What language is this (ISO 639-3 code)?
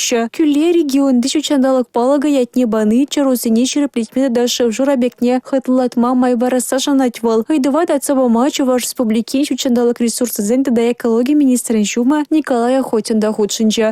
chv